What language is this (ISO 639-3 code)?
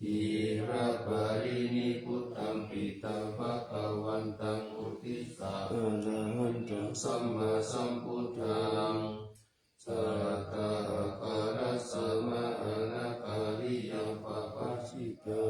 pli